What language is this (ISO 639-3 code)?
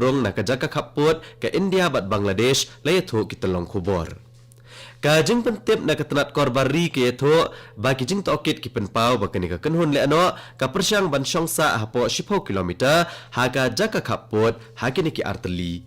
kha